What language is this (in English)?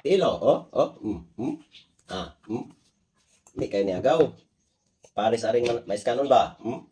Cebuano